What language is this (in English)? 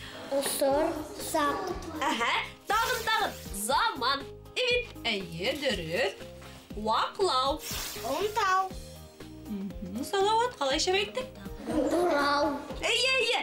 Bashkir